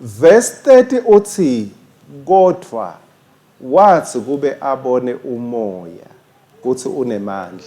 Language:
Swati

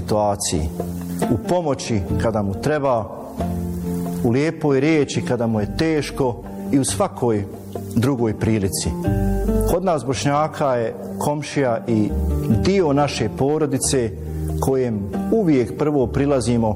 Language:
Bosnian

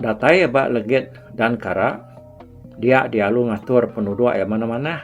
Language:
Iban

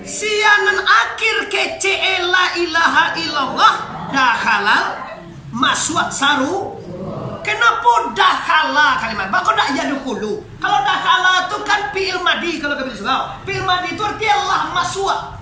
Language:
Minangkabau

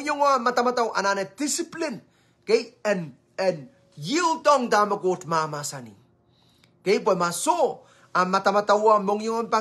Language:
Pohnpeian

